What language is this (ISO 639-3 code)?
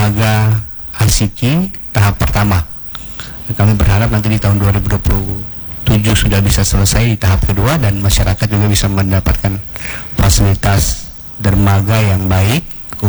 ind